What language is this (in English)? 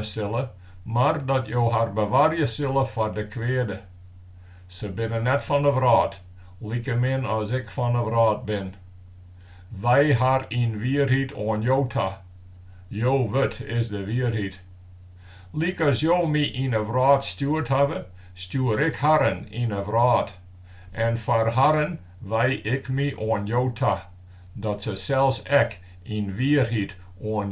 Western Frisian